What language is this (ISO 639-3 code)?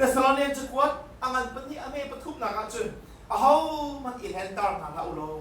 cnh